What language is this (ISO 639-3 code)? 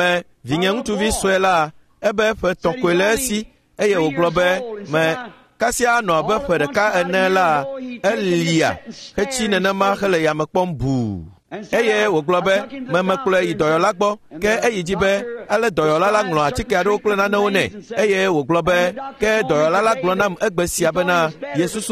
ewe